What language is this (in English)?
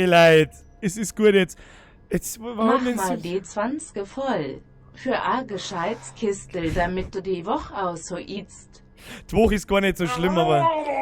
Bavarian